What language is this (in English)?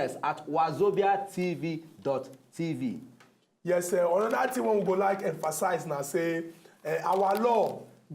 Nigerian Pidgin